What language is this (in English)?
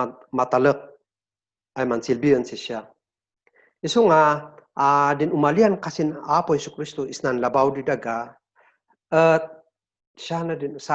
Kankanaey